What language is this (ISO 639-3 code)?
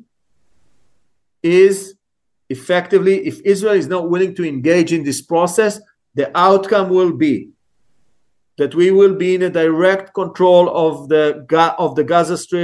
eng